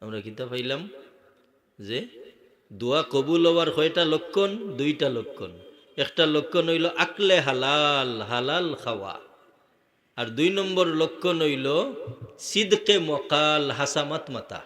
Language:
Sylheti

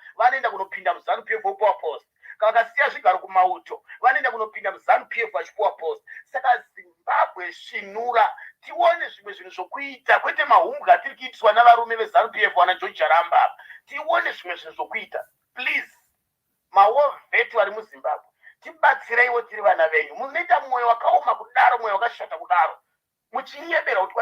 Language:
Shona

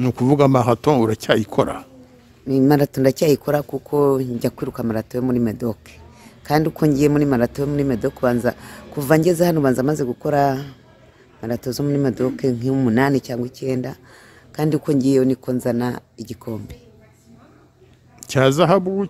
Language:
Kinyarwanda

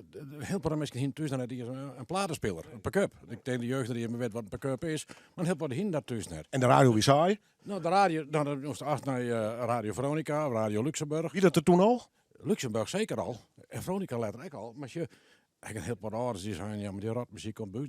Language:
Western Frisian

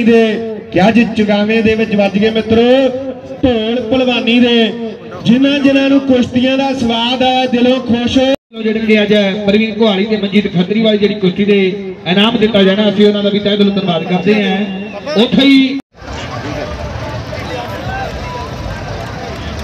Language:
Punjabi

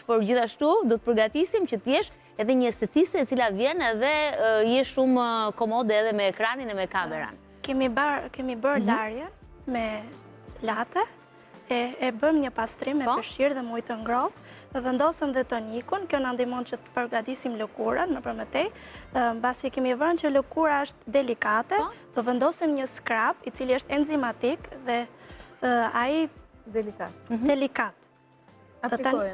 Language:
Albanian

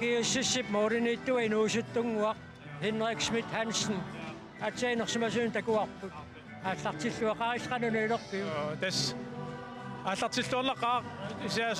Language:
Kalaallisut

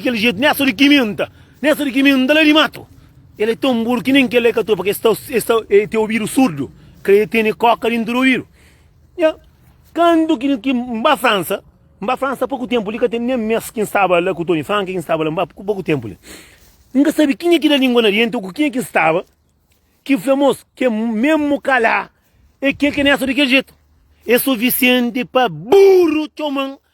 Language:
Kabuverdianu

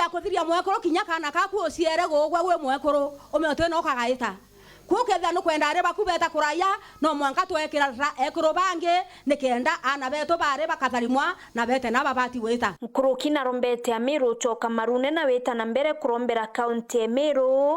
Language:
Meru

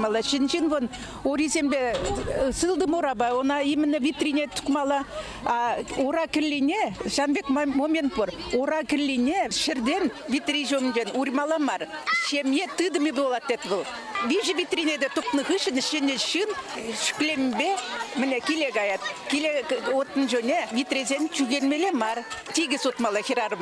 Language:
Chuvash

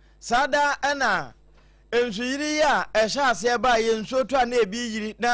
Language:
Akan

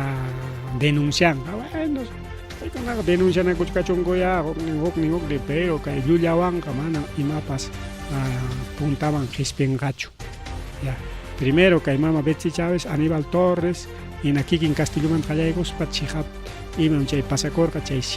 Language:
Ayacucho Quechua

